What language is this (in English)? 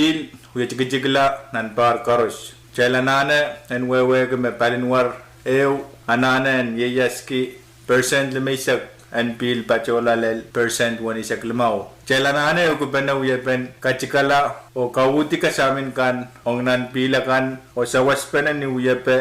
Pohnpeian